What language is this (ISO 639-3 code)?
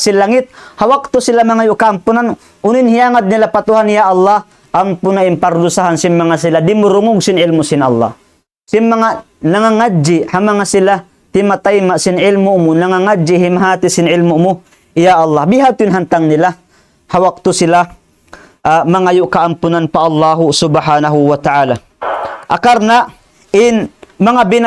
tsg